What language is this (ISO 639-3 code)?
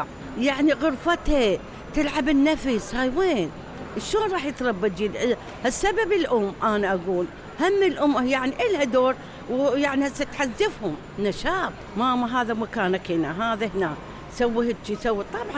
acm